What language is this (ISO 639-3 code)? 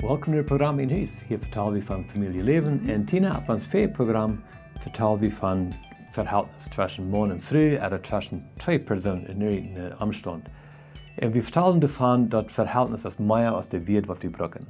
pdt